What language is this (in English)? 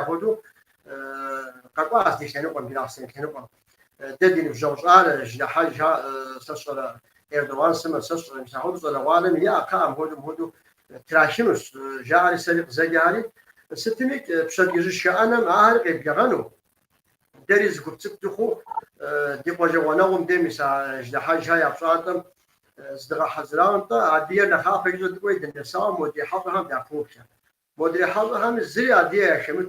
Kabardian